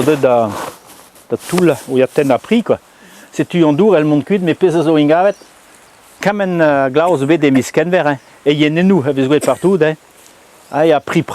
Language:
Breton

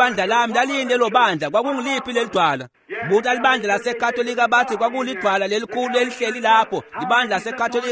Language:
Swati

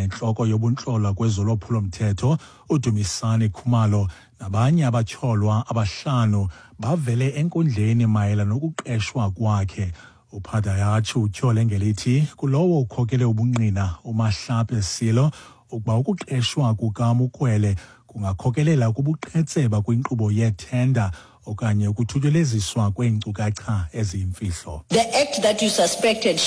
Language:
Xhosa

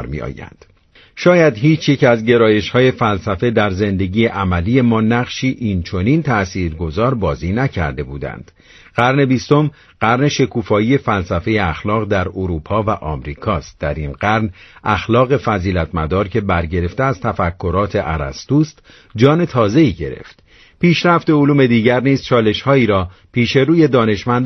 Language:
Persian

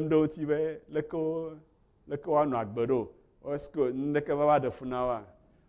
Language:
Ewe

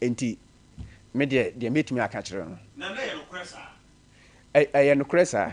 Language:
Akan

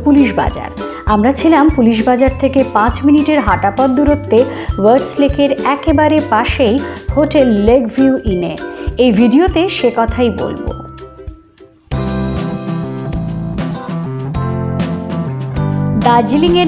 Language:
Bangla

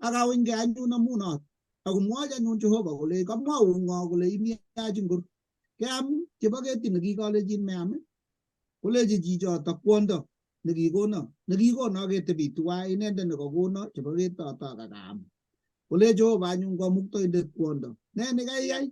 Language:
Kalenjin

